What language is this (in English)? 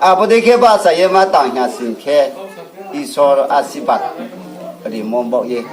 Riang (India)